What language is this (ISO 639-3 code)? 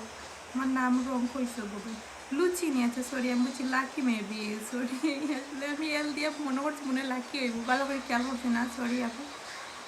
syl